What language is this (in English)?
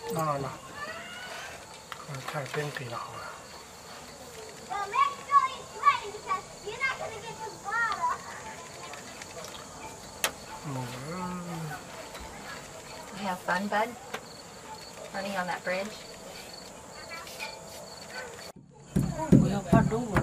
Vietnamese